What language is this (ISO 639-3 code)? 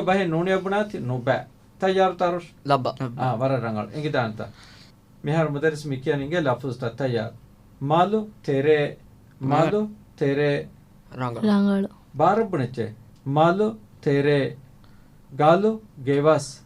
div